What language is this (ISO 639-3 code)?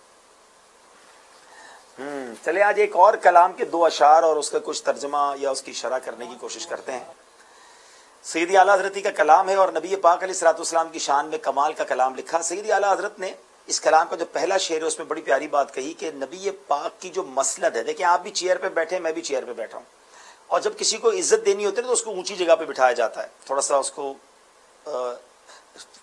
urd